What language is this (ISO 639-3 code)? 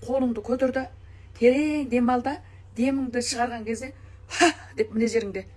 kaz